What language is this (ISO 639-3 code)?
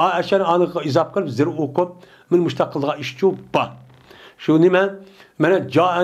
uig